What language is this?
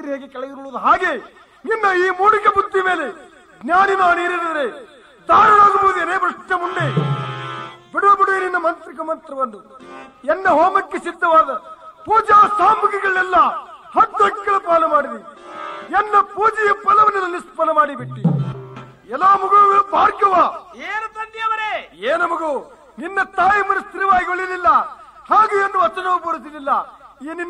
Kannada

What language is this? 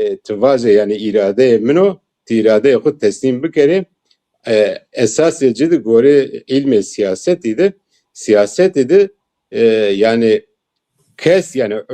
Zaza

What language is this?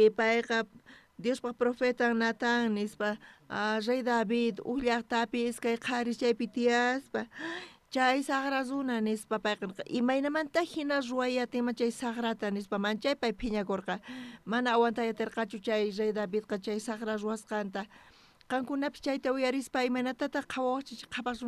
South Bolivian Quechua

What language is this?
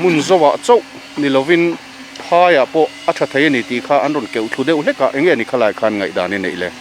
Mizo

